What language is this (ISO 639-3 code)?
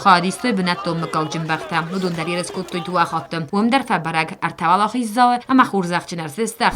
oss